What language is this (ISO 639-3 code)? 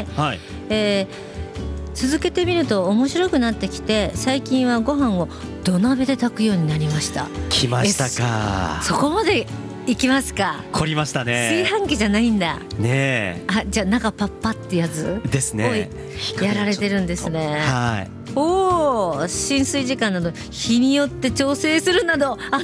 jpn